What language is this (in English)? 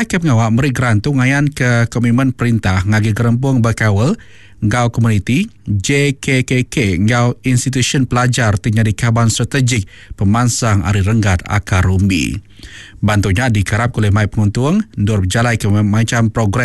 Iban